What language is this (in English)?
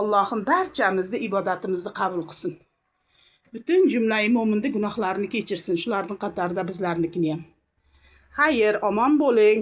Uzbek